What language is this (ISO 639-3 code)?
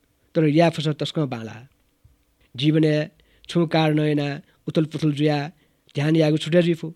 new